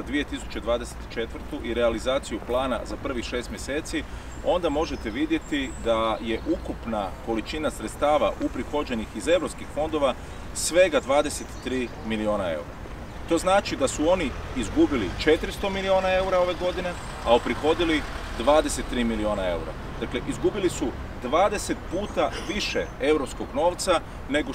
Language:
Croatian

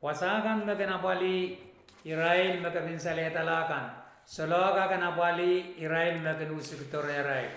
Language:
Pohnpeian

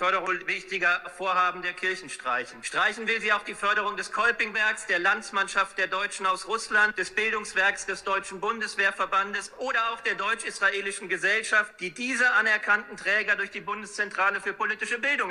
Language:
German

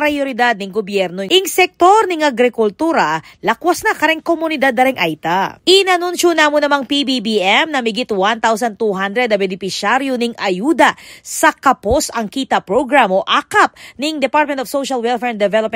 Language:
Pampanga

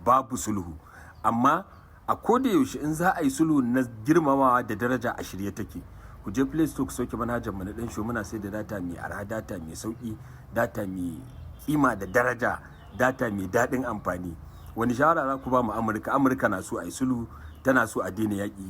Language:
Hausa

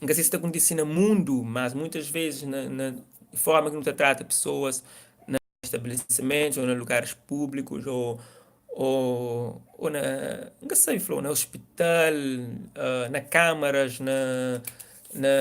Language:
Kabuverdianu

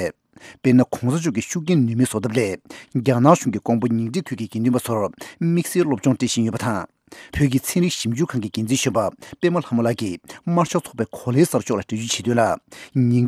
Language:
Tibetan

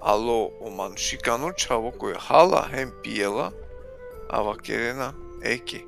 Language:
Balkan Romani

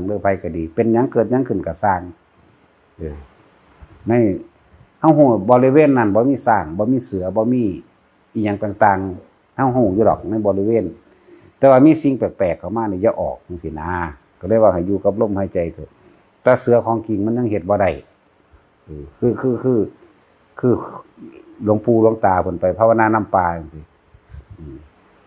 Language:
Northeastern Thai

